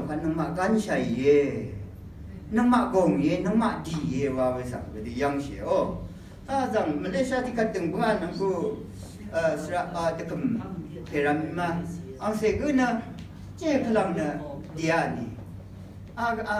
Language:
Rawang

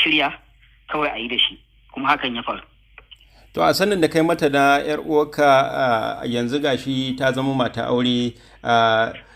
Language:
Hausa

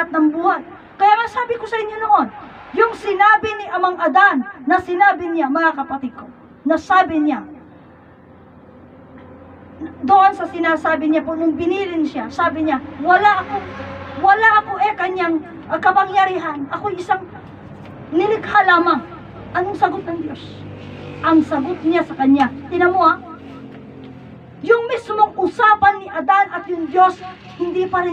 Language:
Filipino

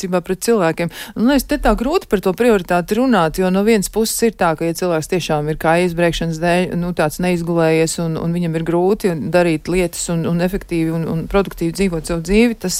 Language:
Latvian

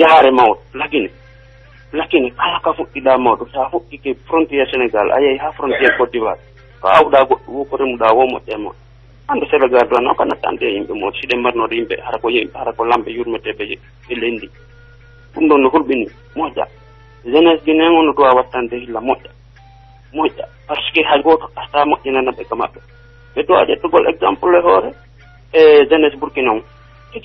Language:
Pular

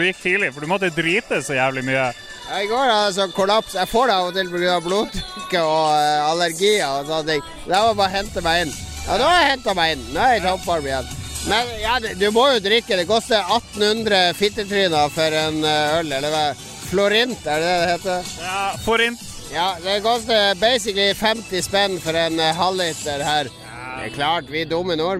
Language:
Norwegian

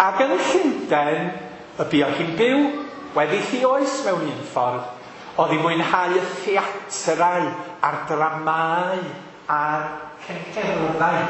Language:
Welsh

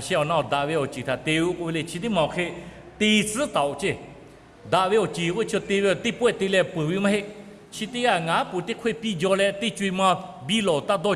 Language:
Lahu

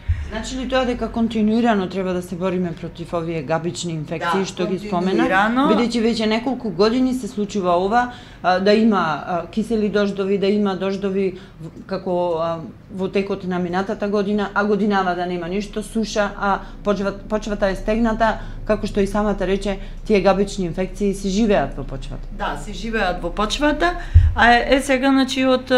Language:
Macedonian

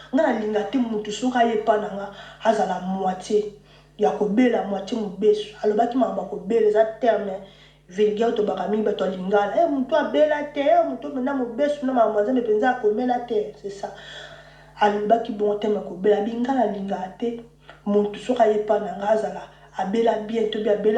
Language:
Lingala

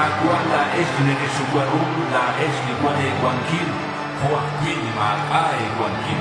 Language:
Kekchí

